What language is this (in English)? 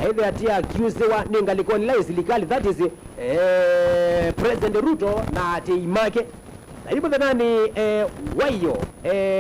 Kamba